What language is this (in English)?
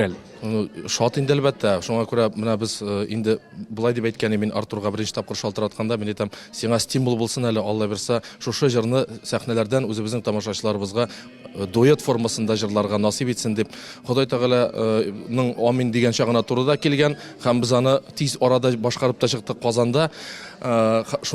Tatar